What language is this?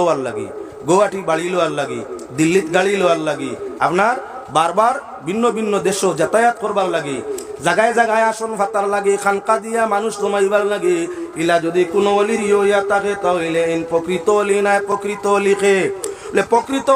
Sylheti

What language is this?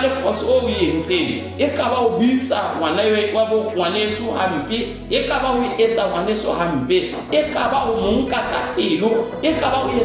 Southern Sotho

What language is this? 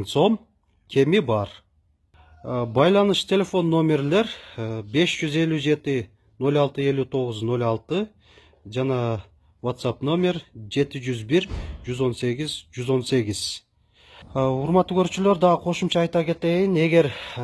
Kyrgyz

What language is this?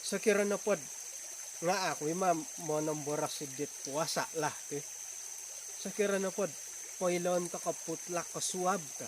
Central Dusun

